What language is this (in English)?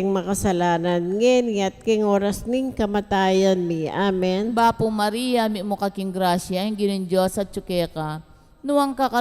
Pampanga